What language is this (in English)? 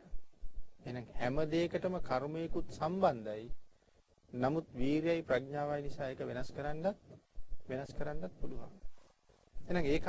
Sinhala